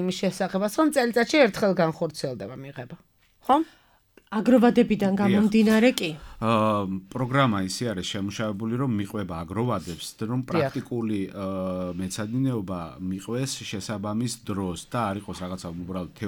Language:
Georgian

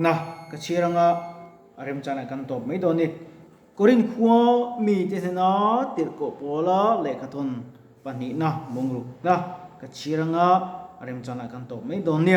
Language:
Mizo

